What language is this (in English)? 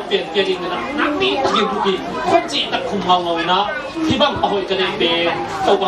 Tedim Chin